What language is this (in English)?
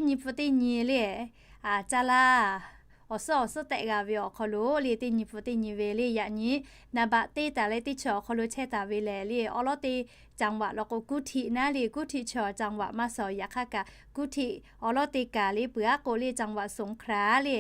Lahu